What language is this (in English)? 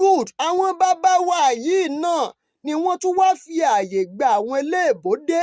Yoruba